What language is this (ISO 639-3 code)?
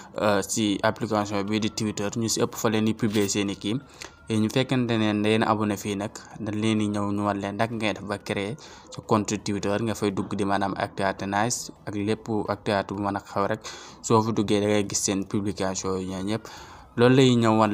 wol